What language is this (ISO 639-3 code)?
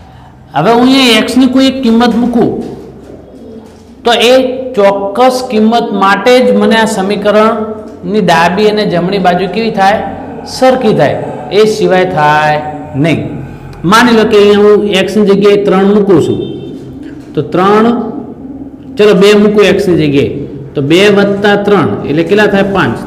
guj